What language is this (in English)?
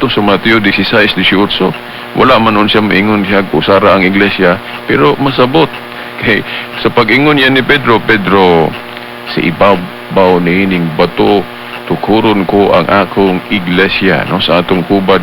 Cebuano